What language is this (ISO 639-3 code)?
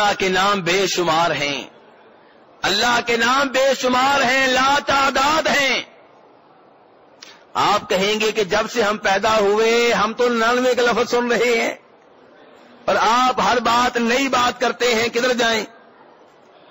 urd